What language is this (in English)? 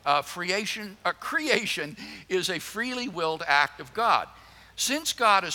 English